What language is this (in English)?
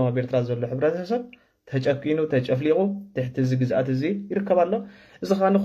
Tigrinya